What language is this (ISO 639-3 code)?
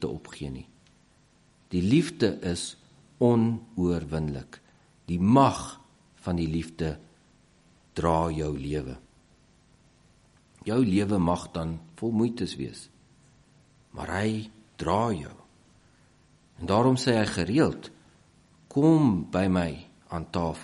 afr